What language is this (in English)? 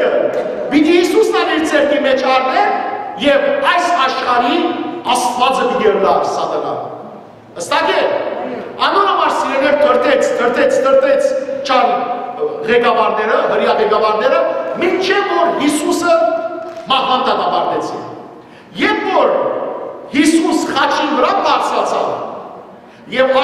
Western Armenian